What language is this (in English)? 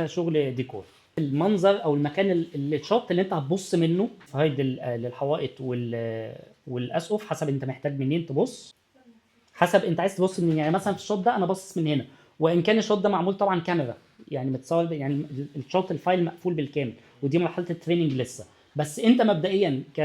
Egyptian Arabic